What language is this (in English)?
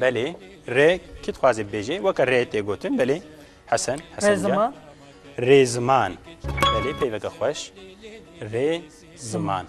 Kurdish